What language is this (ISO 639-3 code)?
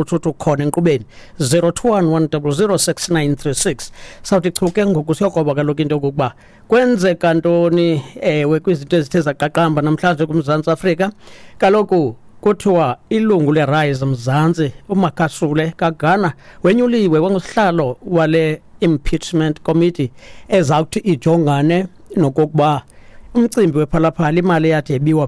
xho